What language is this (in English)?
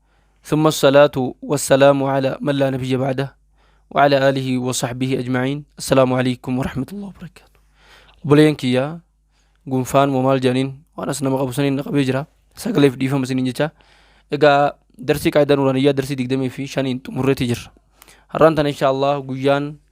Oromo